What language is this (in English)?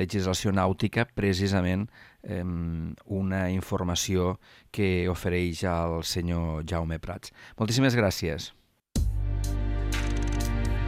Catalan